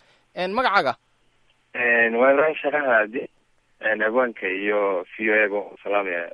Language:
Somali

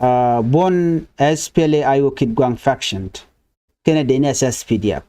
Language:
Nuer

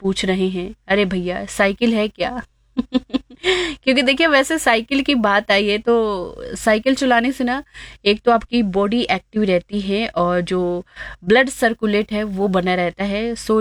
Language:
Hindi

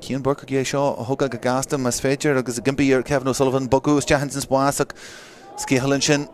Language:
Irish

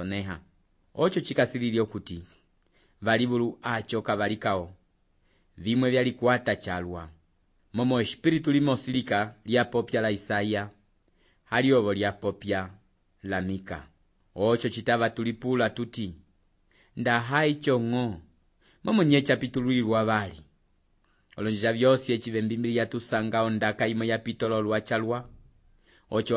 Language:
Umbundu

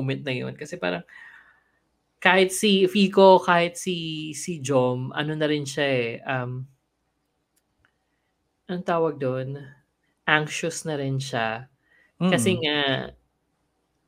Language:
Filipino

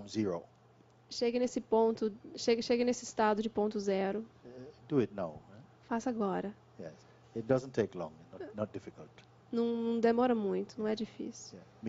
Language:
Portuguese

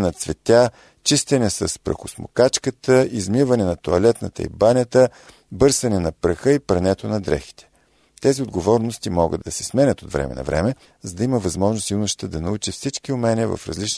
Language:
Bulgarian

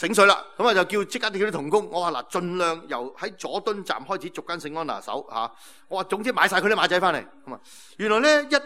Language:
Cantonese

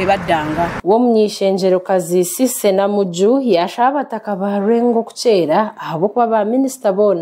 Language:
Nyankole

